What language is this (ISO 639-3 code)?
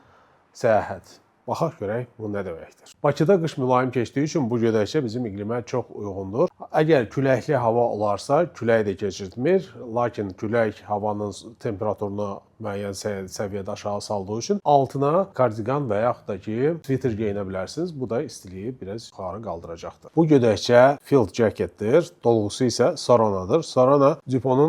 aze